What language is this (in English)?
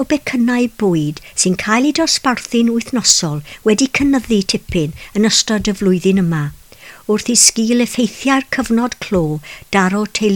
Welsh